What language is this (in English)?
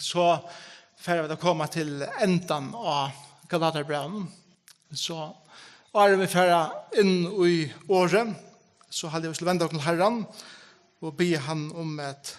Faroese